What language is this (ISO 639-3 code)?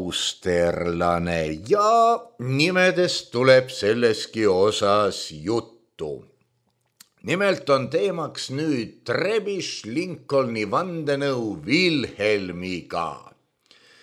est